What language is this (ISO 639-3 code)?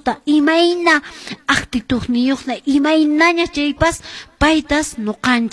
que